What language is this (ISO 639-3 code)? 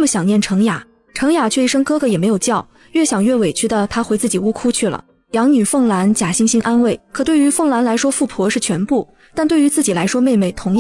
zho